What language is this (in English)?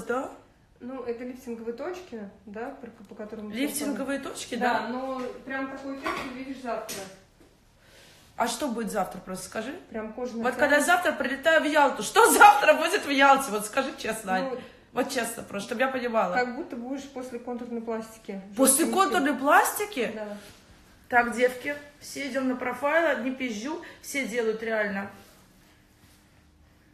Russian